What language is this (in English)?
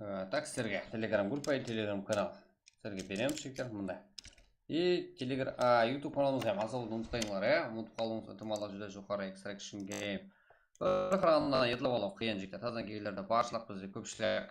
Kara-Kalpak